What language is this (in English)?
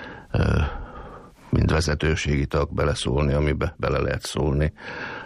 Hungarian